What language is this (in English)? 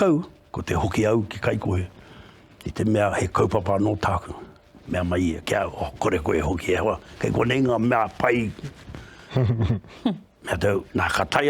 Māori